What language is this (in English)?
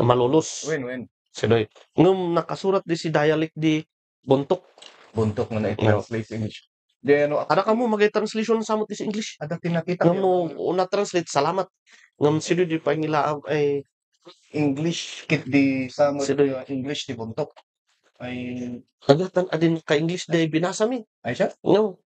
Kankanaey